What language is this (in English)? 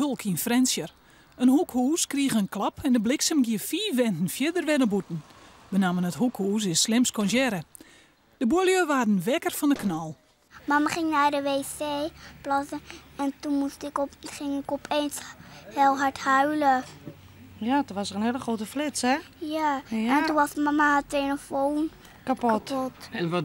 Western Frisian